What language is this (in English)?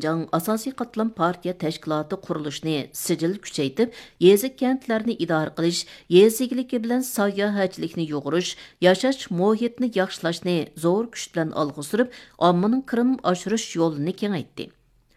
Uyghur